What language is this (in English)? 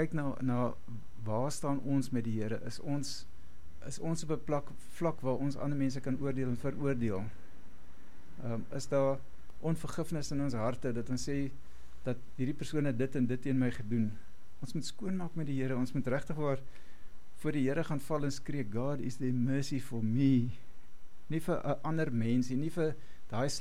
Afrikaans